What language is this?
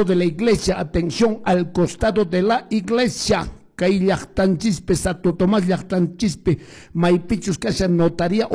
Quechua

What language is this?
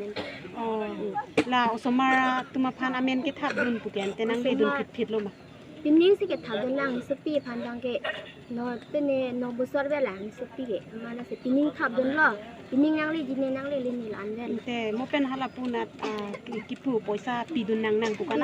Karbi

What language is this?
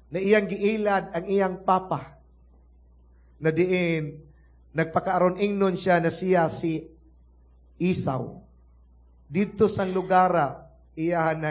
Cebuano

